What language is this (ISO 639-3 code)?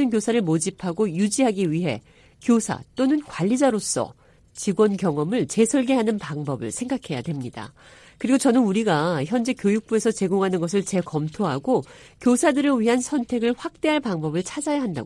kor